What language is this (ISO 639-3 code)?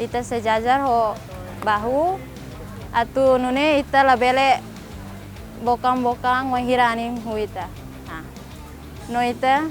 tet